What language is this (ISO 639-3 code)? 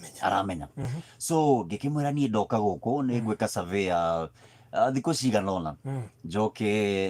kik